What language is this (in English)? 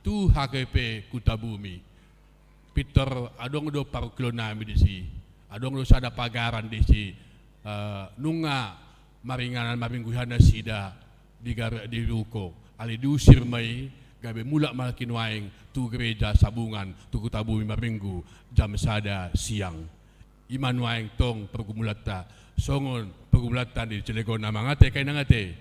Batak Toba